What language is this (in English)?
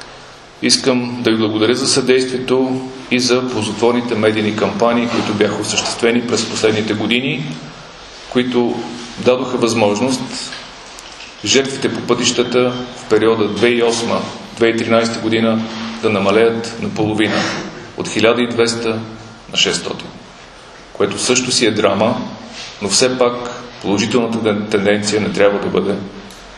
Bulgarian